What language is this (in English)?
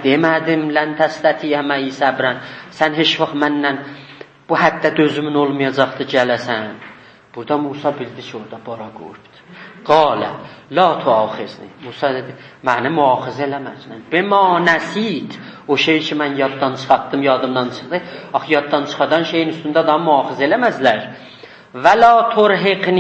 South Azerbaijani